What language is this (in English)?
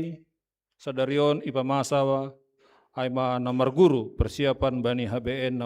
Batak Simalungun